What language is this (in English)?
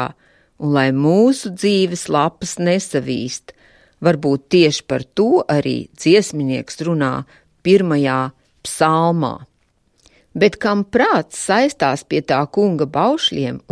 Latvian